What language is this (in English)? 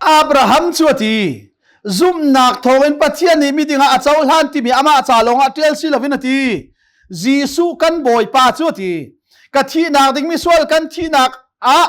Hakha Chin